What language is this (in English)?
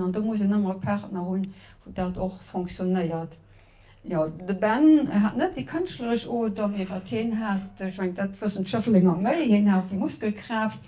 Luxembourgish